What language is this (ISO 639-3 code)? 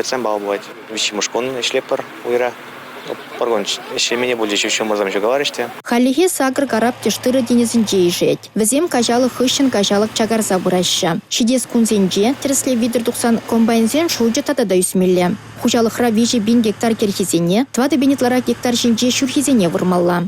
chv